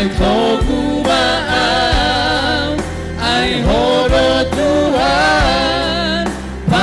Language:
Batak Toba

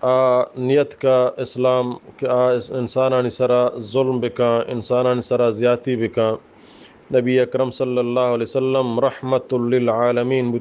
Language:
Eastern Balochi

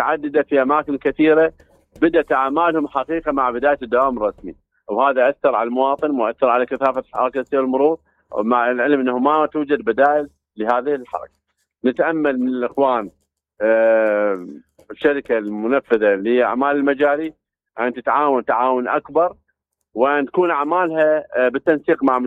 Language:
Mesopotamian Arabic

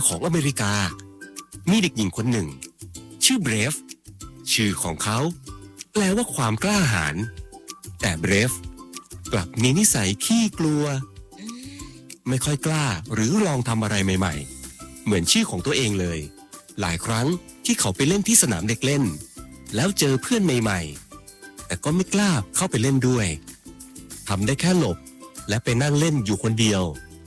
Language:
Thai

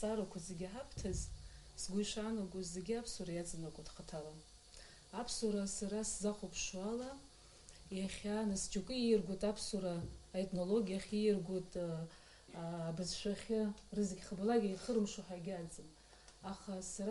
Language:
Abkhazian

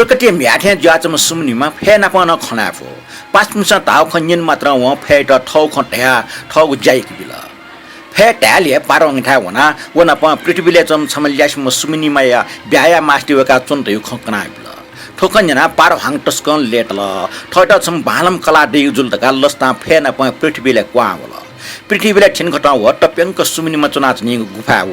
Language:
Newari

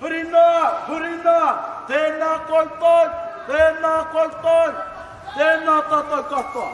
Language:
Māori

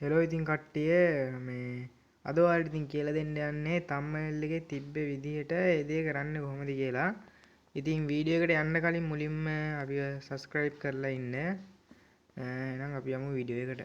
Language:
Sinhala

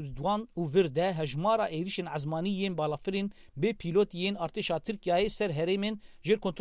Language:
Kurdish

